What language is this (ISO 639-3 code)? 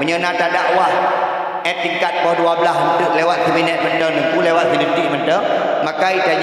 ace